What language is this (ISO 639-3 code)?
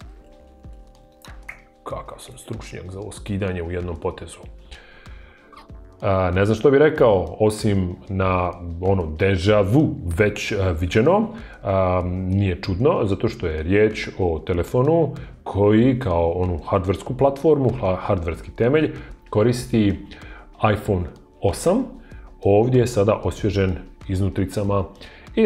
hrv